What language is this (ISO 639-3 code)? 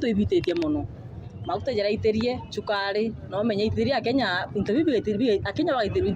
mer